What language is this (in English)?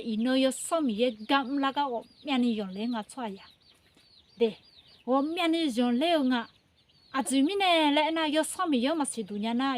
Akha